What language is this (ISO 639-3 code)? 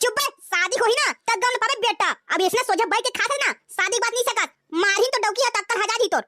hne